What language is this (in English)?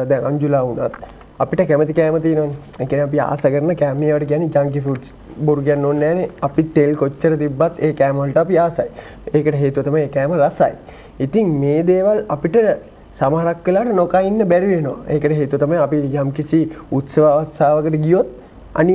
Sinhala